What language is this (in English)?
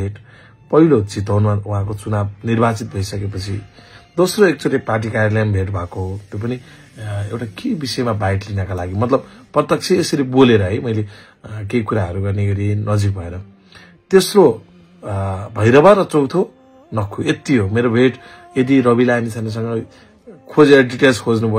Nepali